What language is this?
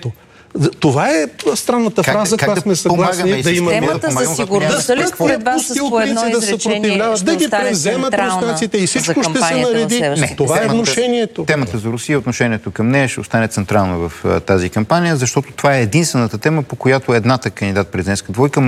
Bulgarian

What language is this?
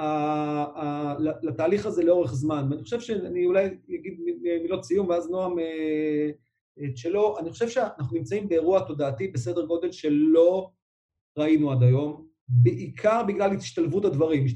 Hebrew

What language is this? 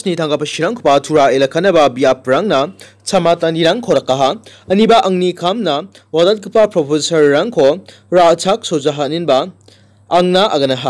Garo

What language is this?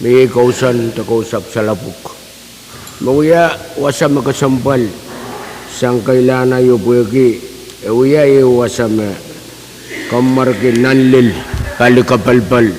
Pohnpeian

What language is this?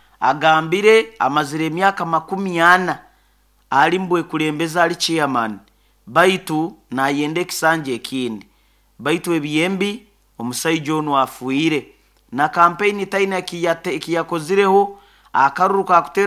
Nyoro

